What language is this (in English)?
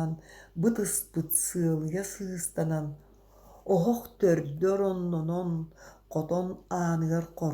Yakut